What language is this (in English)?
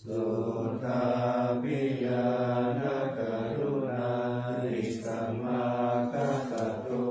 Pali